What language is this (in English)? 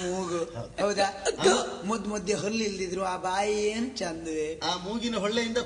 Kannada